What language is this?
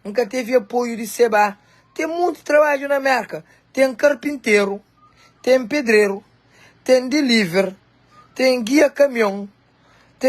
Kabuverdianu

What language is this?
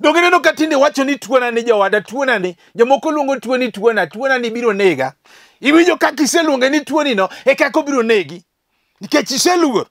Luo (Kenya and Tanzania)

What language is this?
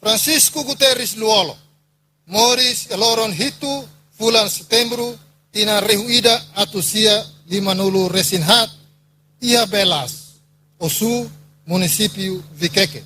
Tetum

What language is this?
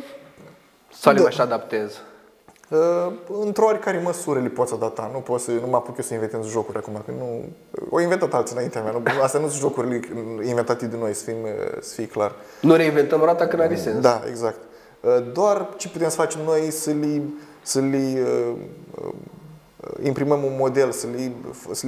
Romanian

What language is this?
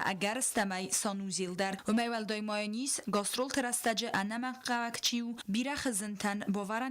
Ossetic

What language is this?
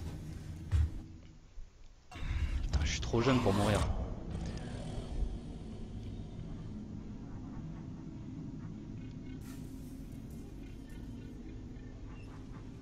French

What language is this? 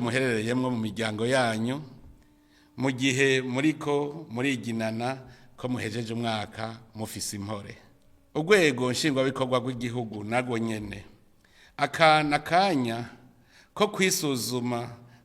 Rundi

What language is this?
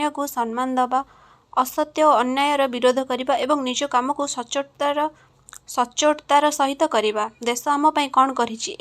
Odia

